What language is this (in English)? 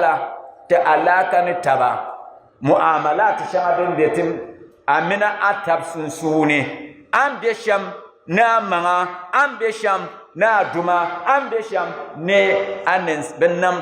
Dagbani